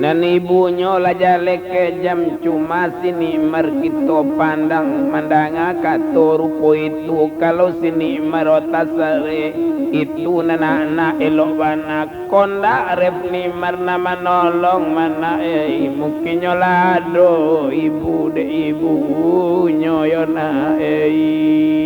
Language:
Minangkabau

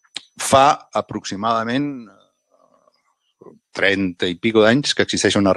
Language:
Catalan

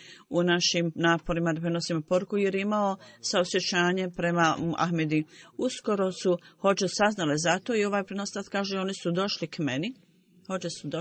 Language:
Bosnian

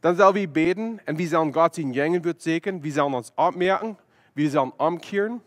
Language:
Plautdietsch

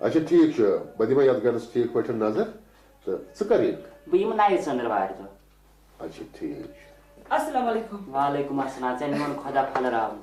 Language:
Kashmiri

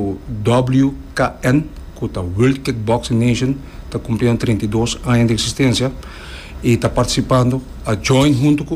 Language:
Papiamento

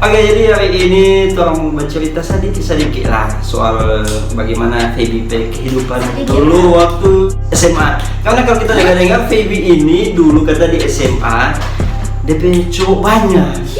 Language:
Manado Malay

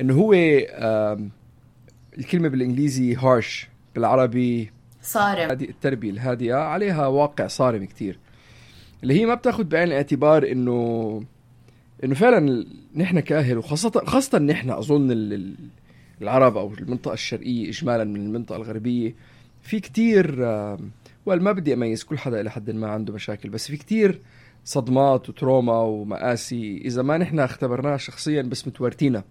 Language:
North Levantine Arabic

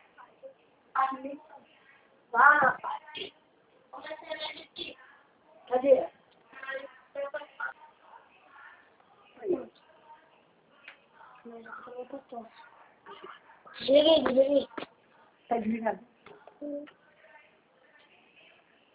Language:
Portuguese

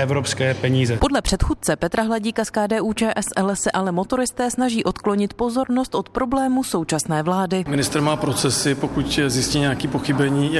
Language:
Czech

